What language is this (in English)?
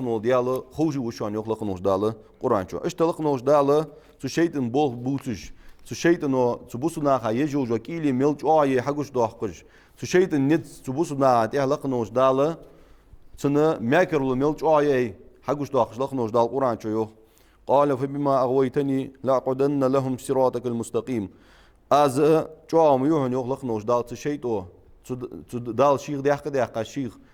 Ingush